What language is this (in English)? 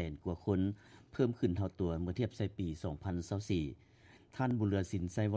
Lao